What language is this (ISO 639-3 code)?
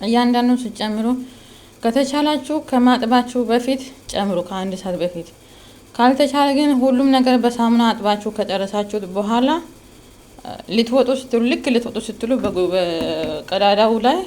amh